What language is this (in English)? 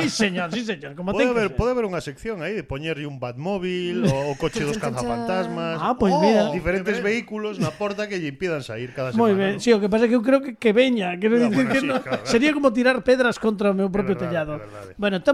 Galician